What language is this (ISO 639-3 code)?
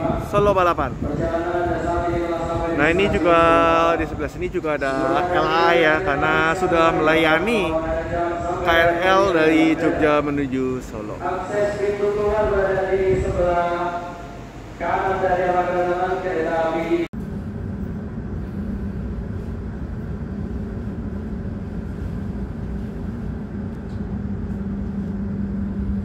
ind